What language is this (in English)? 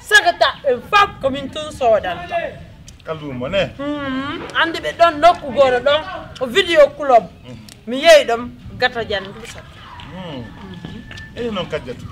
Pular